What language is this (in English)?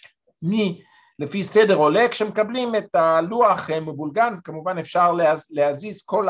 Hebrew